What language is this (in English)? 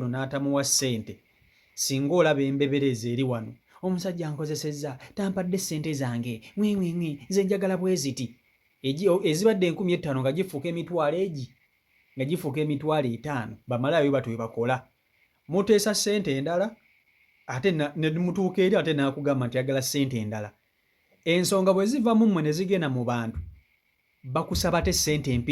Ganda